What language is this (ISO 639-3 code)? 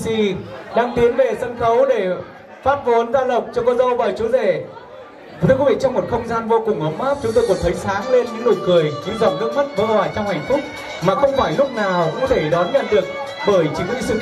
vie